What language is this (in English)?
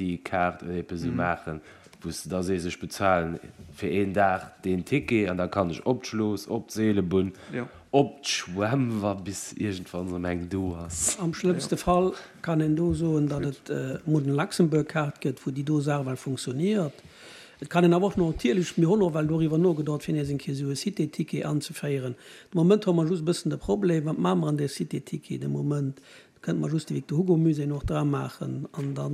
Luxembourgish